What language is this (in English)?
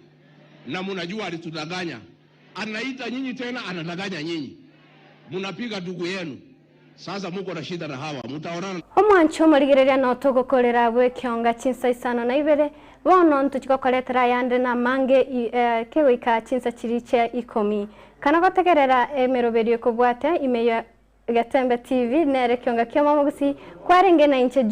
Gusii